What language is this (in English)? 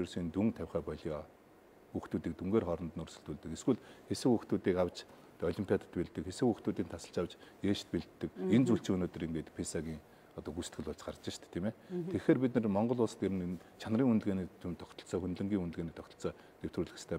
Mongolian